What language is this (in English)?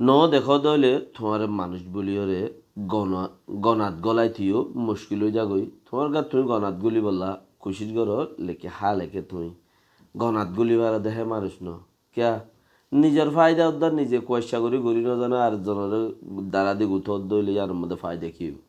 Rohingya